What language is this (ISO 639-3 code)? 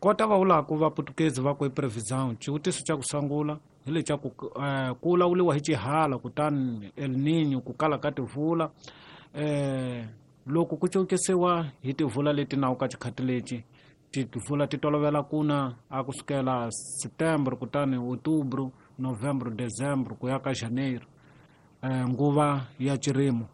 tso